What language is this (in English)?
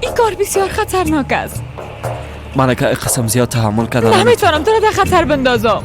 Persian